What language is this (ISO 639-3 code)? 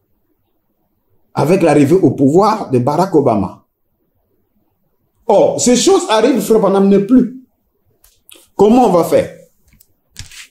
fra